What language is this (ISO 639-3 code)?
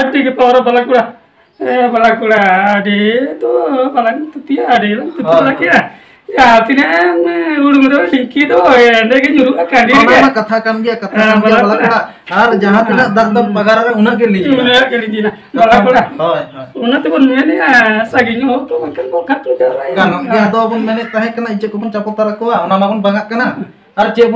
sat